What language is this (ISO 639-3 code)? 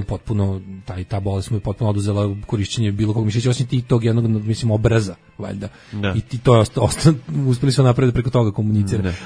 srp